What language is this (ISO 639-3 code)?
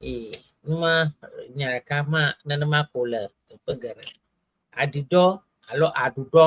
ewe